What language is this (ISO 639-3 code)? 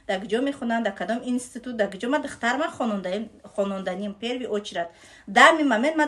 tgk